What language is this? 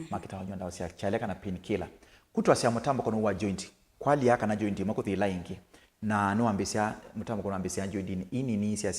Kamba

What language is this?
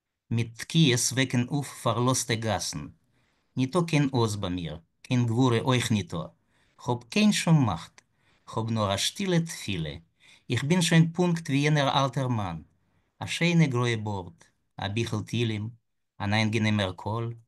Yiddish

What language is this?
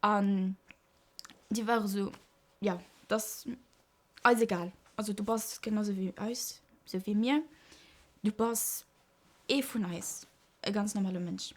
Luxembourgish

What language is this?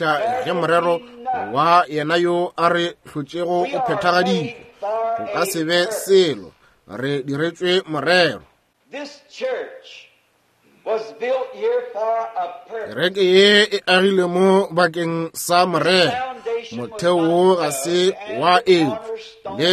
Northern Sotho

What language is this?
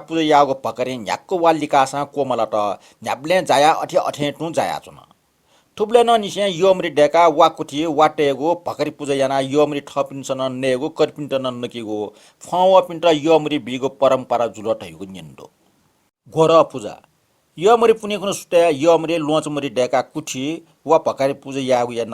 Newari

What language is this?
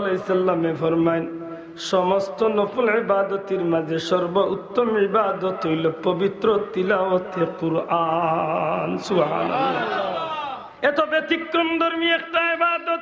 Sylheti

